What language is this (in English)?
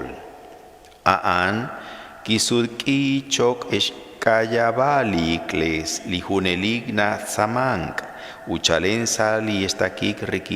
Kekchí